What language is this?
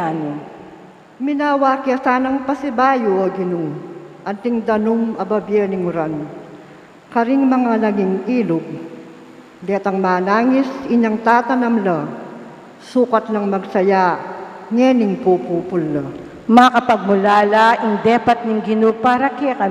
Pampanga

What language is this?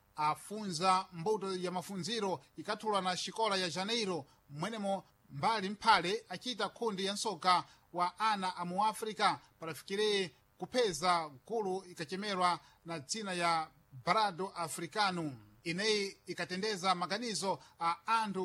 Sena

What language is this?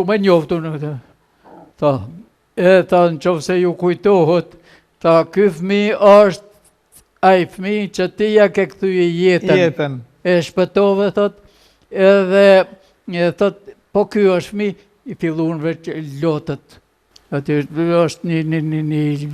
Albanian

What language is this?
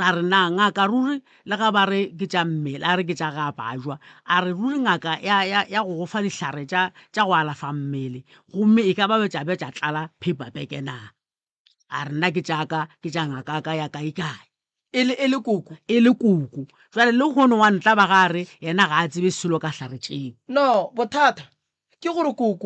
Northern Sotho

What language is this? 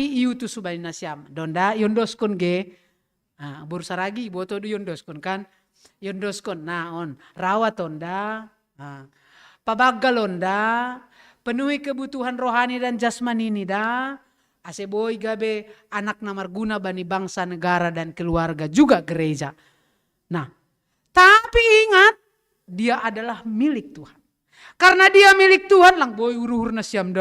Batak Simalungun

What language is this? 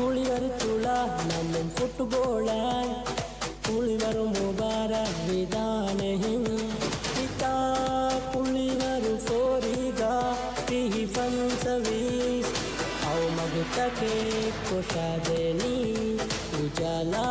Divehi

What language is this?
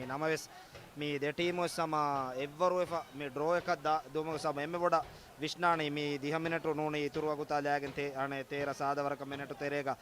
Divehi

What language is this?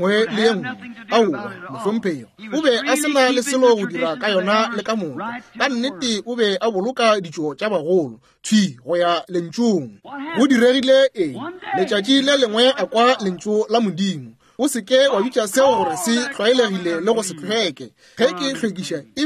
Northern Sotho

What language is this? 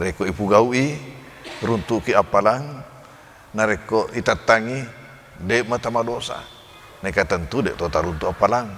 Buginese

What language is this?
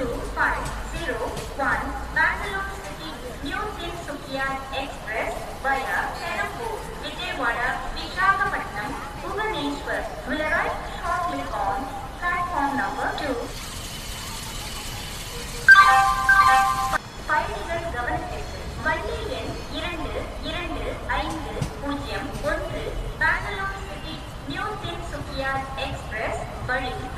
Tamil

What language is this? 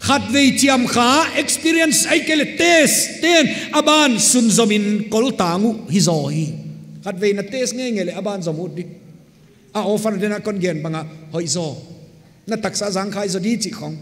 Paite Chin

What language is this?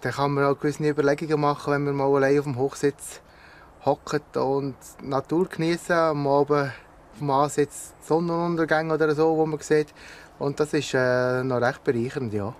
Swiss German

